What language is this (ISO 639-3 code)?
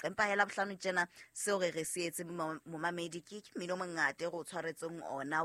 sot